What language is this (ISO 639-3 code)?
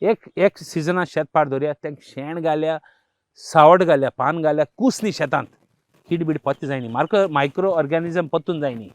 kok